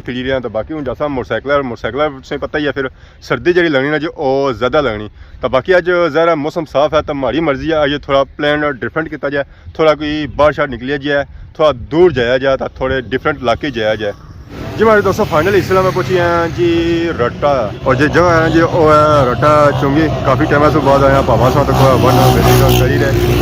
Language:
Pahari-Potwari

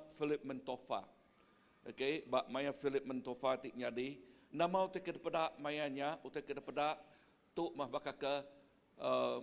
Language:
Iban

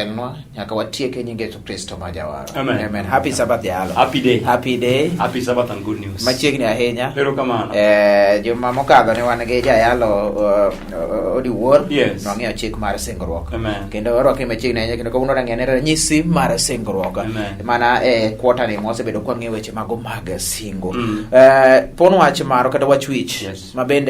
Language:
Luo (Kenya and Tanzania)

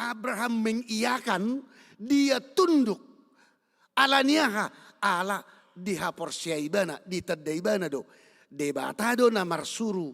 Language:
Batak Toba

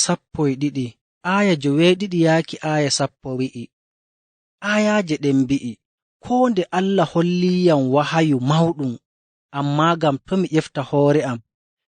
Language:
Nigerian Fulfulde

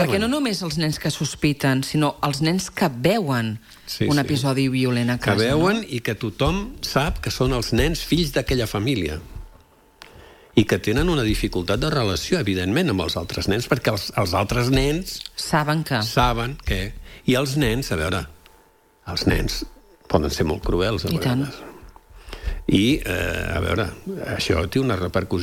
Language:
Catalan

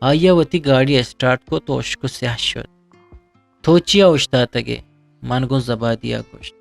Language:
Eastern Balochi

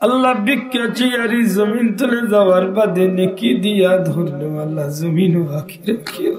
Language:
Sylheti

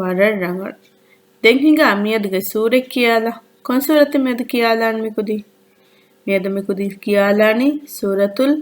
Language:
Divehi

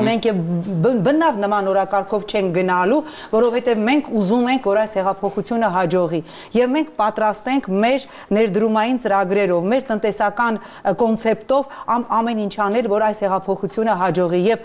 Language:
Armenian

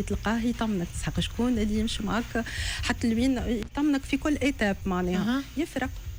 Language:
Tunisian Arabic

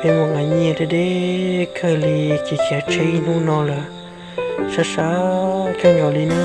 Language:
Hmong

